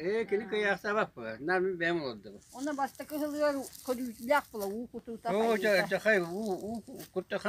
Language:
Yakut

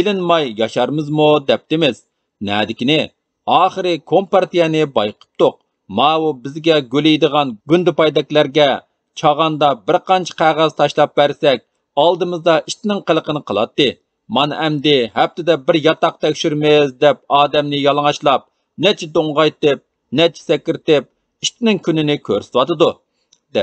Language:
Uyghur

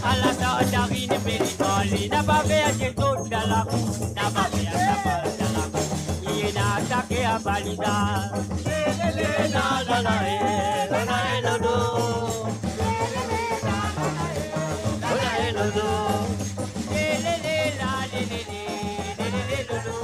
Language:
Morisyen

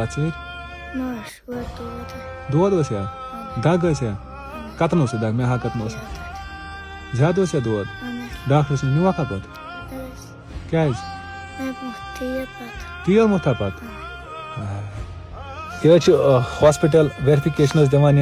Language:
Kashmiri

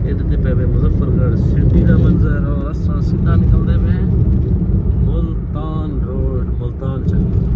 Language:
Saraiki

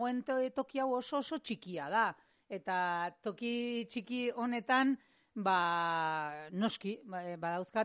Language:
Basque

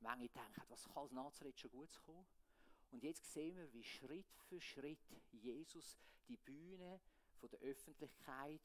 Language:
Swiss German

